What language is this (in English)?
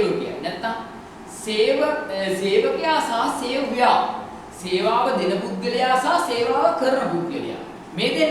Sinhala